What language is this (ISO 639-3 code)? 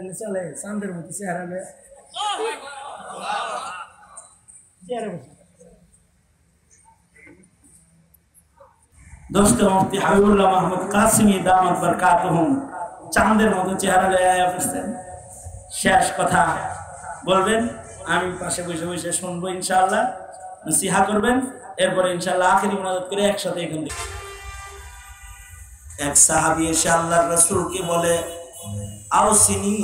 ben